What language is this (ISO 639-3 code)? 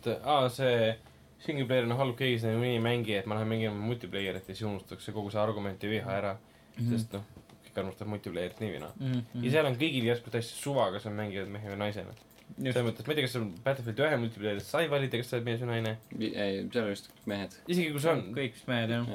est